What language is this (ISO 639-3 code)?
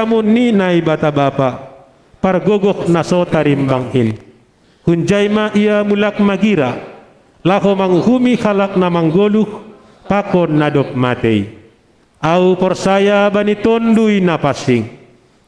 bts